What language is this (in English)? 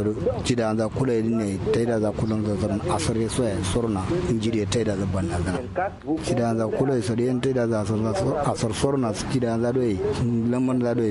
Kanuri